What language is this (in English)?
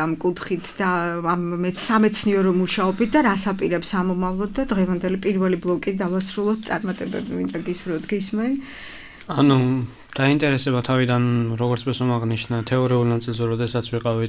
Georgian